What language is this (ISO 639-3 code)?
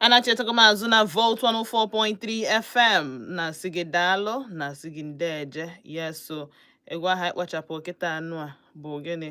ibo